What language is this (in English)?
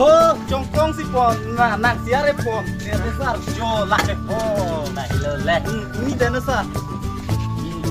Karbi